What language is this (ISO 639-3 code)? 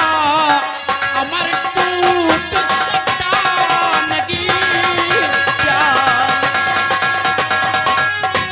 hin